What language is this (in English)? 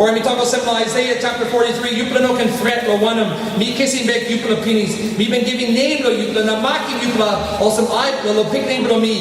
Tok Pisin